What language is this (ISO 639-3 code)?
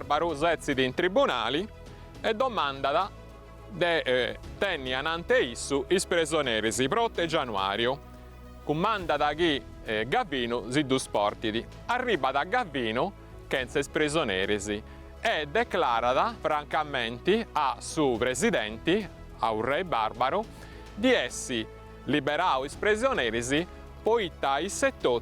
srd